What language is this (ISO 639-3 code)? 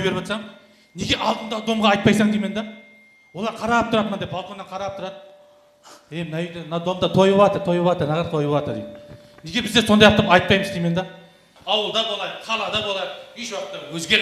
kaa